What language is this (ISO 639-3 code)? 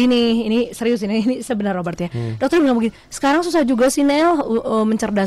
ind